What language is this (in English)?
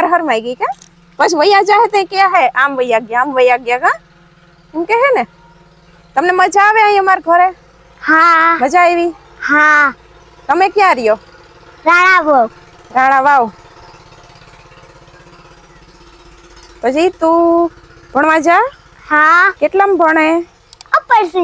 Gujarati